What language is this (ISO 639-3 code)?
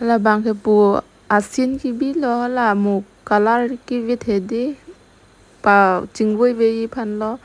mjw